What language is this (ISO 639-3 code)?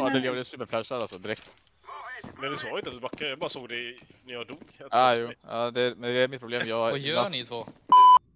swe